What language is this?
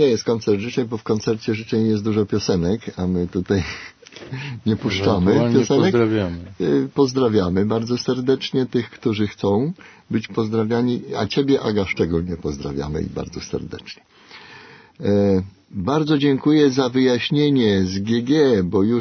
Polish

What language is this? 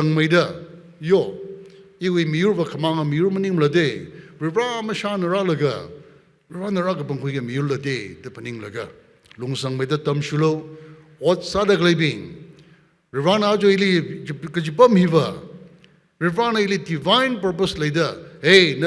Tangkhul Naga (India)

